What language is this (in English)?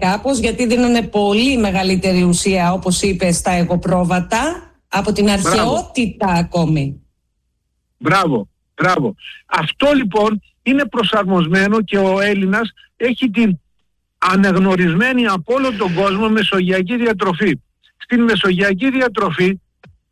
Greek